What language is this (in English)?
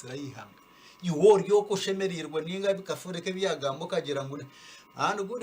Nyankole